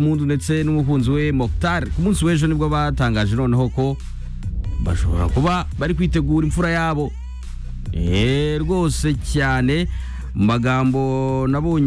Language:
Kinyarwanda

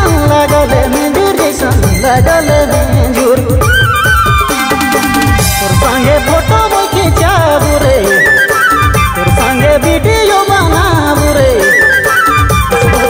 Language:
Bhojpuri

